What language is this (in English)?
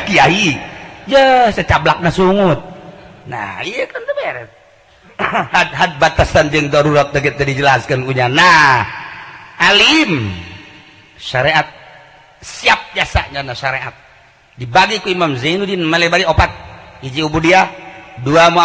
Sundanese